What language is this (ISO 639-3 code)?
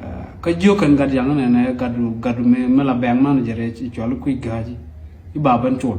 nus